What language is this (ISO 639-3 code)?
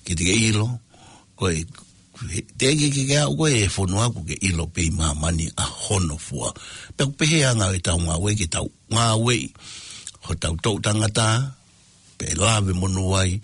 ton